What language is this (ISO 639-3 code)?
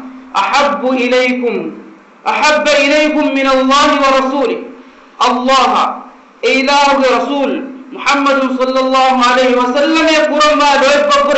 div